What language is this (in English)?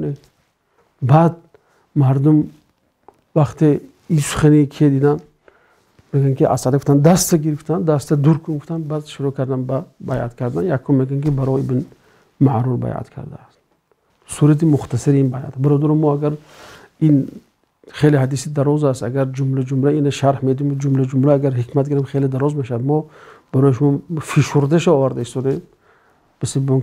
Tajik